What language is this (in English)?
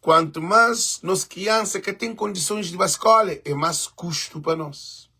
Kabuverdianu